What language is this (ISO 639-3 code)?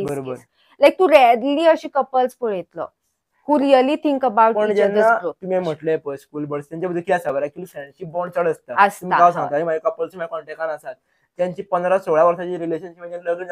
kok